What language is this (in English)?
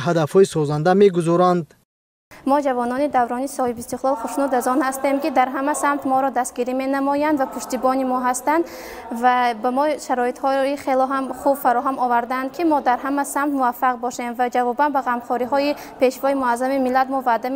Tajik